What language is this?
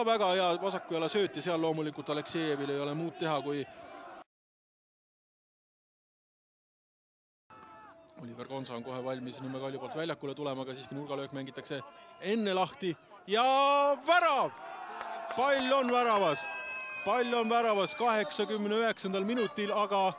Estonian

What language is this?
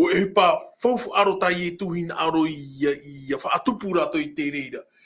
Tahitian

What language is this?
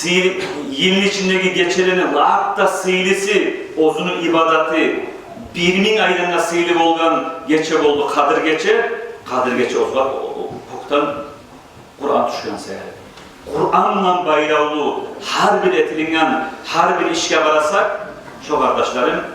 Kumyk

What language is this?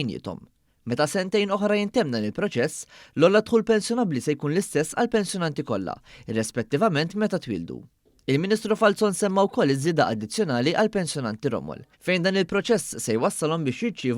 Maltese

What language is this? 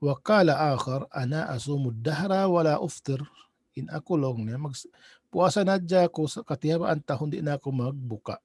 Tausug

